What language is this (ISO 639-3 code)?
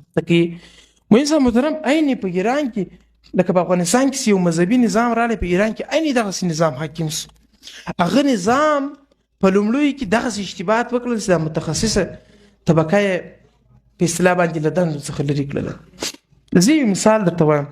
pus